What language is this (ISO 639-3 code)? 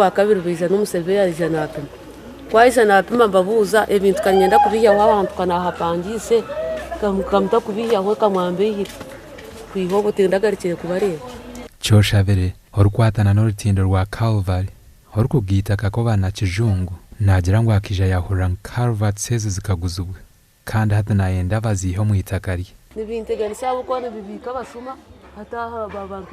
nyn